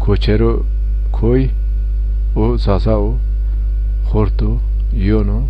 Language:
Zaza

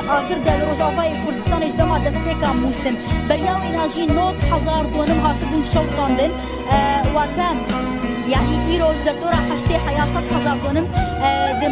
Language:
Kurdish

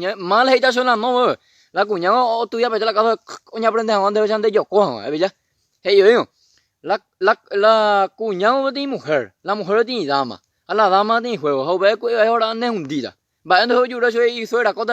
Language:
Guarani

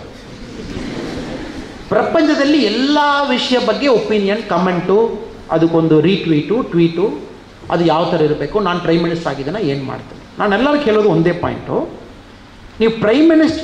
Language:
Kannada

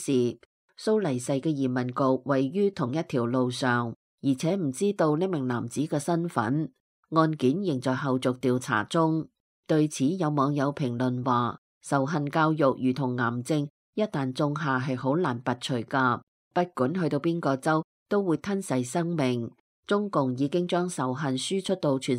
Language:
Cantonese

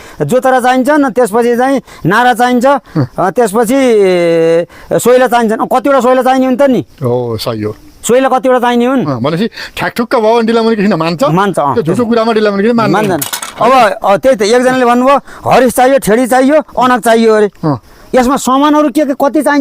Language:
Nepali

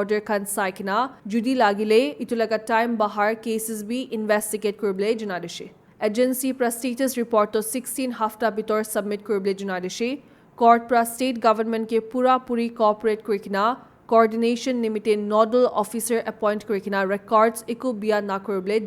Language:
Naga Pidgin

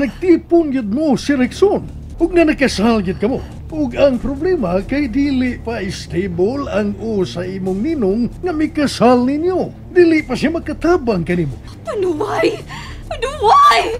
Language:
Cebuano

